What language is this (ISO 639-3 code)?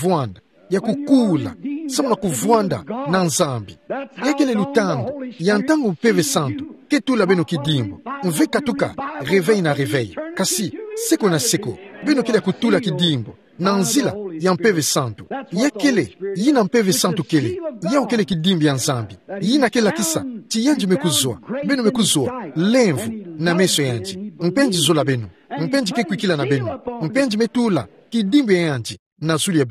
ktu